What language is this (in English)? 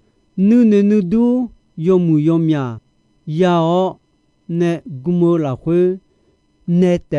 Akha